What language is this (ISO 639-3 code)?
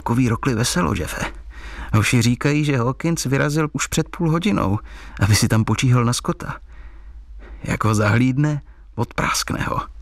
ces